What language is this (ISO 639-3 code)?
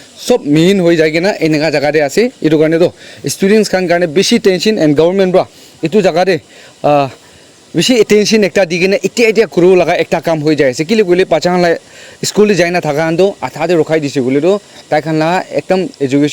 nag